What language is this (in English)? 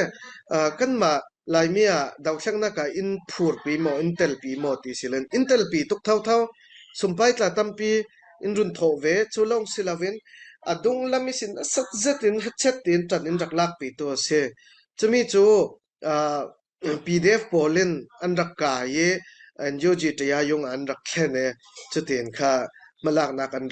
Falam Chin